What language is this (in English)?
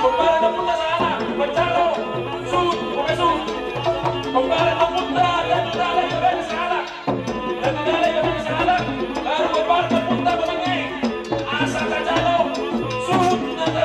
Batak Toba